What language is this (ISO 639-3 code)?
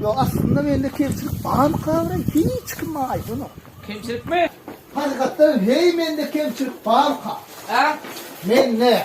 tuk